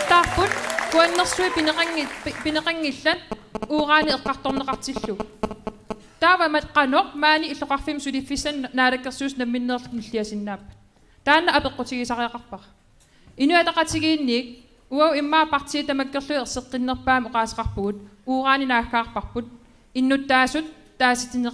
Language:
Kalaallisut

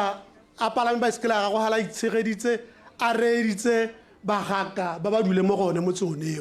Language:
Tswana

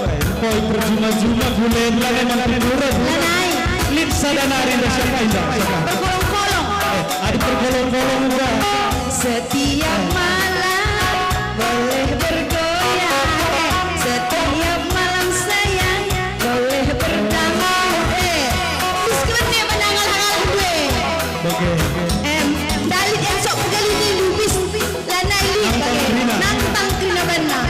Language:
Batak Karo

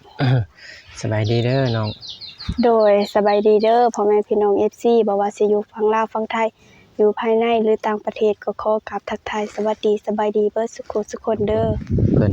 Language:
Lao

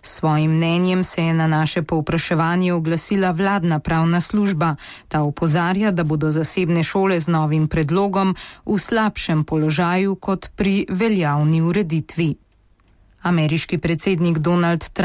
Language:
Slovenian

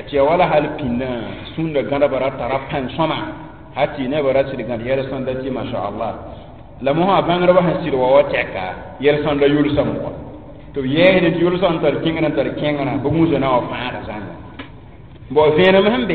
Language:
Mossi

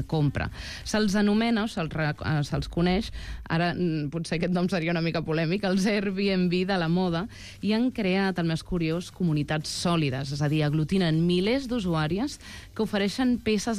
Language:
Catalan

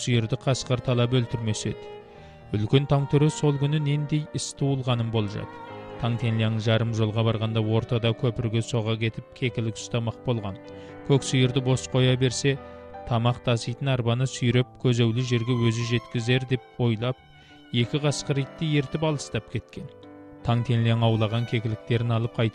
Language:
Kazakh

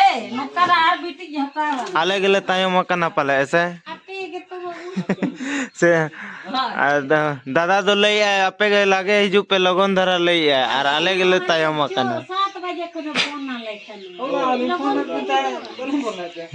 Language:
Santali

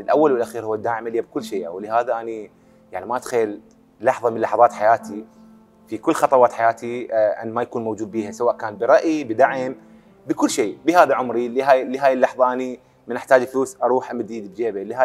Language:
Mesopotamian Arabic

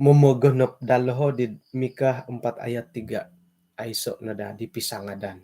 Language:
Central Dusun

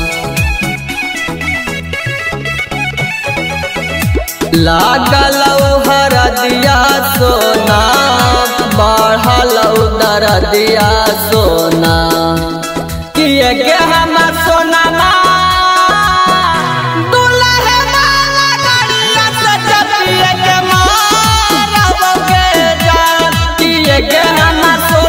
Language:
Bhojpuri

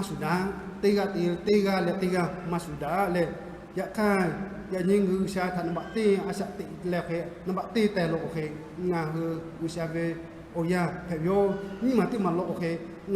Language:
Lahu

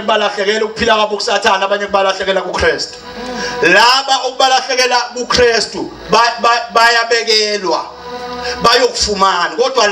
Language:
Zulu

